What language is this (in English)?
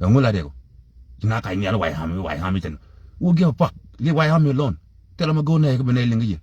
Nuer